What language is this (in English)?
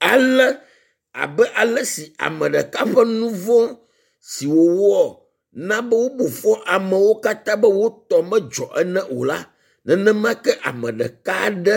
Ewe